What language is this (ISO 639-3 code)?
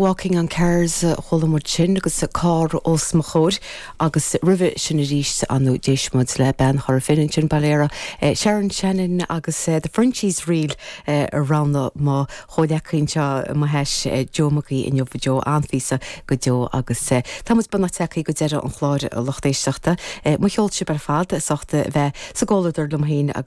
gle